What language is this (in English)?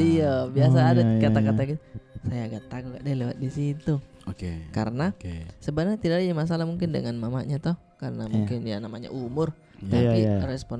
Makassar Malay